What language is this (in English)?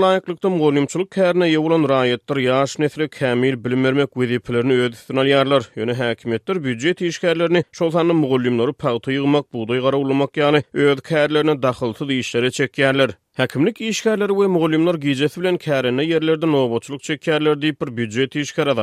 Turkmen